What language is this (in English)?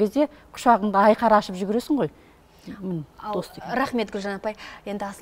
Kazakh